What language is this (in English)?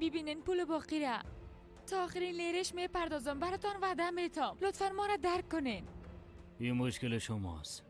Persian